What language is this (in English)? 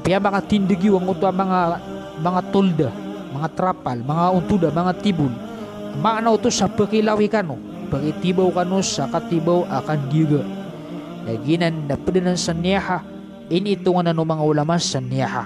Maranao